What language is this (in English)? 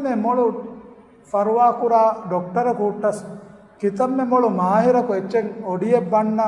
Divehi